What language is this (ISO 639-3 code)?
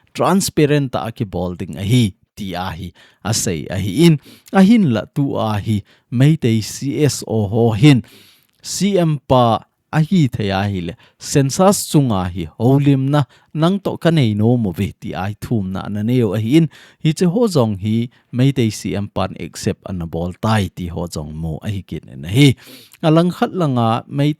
tcz